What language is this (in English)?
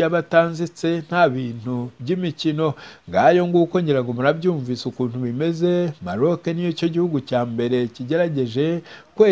Kinyarwanda